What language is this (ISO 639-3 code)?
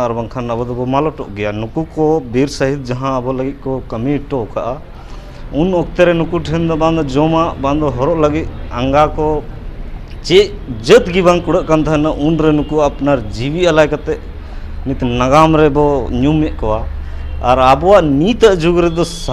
sat